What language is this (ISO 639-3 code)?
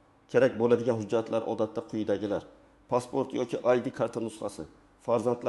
uzb